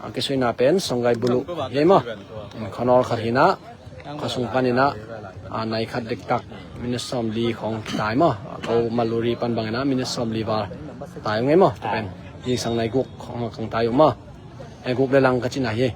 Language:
Tedim Chin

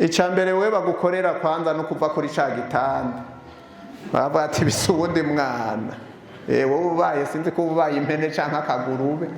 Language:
Rundi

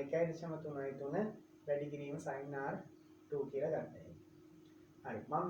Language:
Sinhala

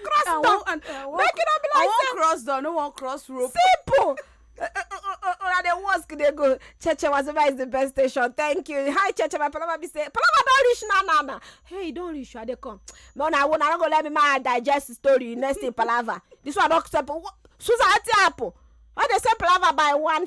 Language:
Nigerian Pidgin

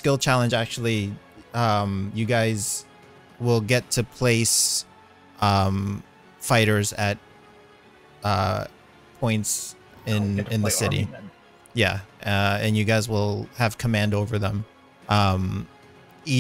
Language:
English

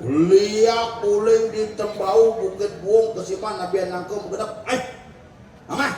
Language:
Balinese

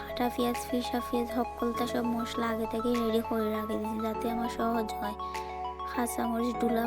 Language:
Sylheti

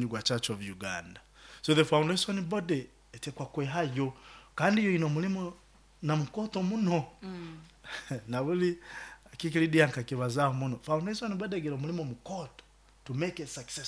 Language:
Nyoro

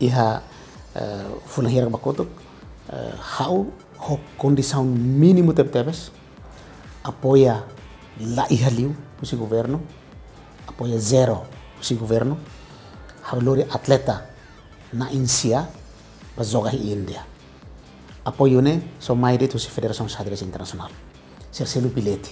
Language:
Tetum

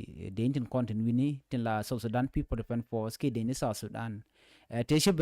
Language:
Nuer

